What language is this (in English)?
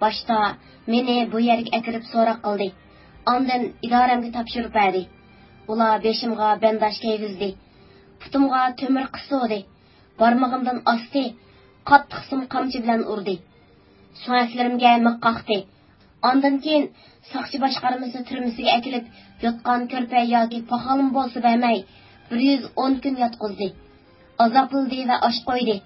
Uyghur